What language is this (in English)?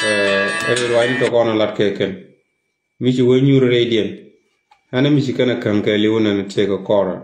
Nuer